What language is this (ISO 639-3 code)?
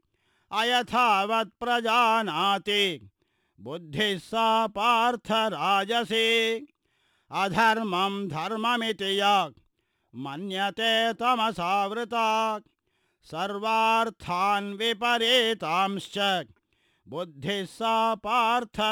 san